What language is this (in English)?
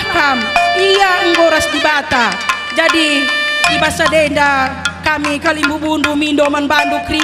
Batak Karo